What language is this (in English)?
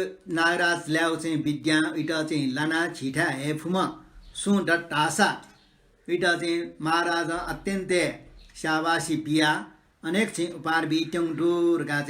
Newari